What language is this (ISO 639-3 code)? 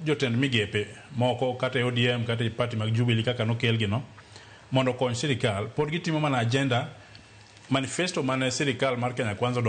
luo